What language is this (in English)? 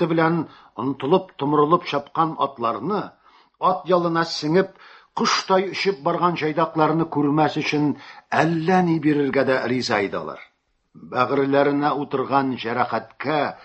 Tatar